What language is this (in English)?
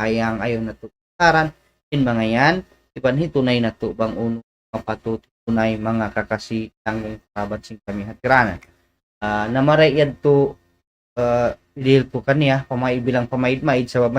Tausug